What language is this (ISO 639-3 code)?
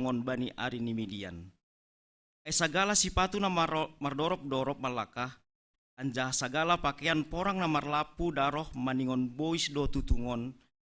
bts